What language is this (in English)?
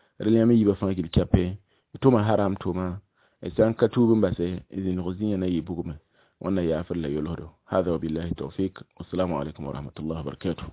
Mossi